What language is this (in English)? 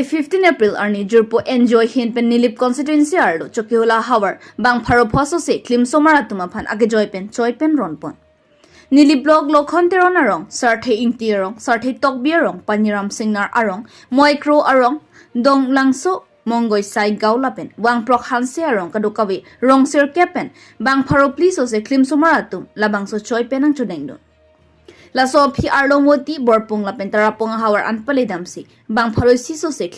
Karbi